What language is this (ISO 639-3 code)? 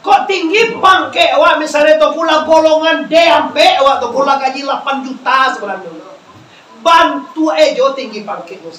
min